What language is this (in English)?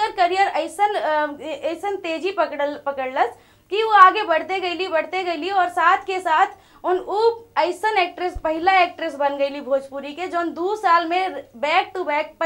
Bhojpuri